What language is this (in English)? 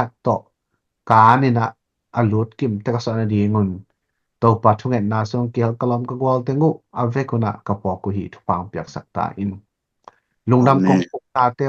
Tedim Chin